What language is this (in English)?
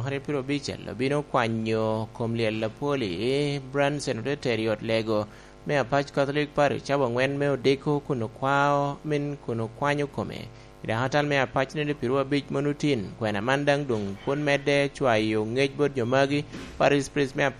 Lango (Uganda)